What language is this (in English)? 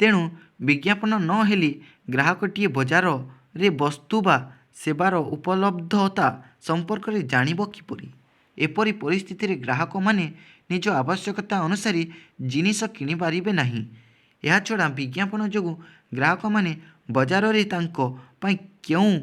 Odia